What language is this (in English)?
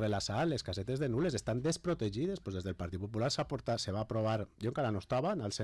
Catalan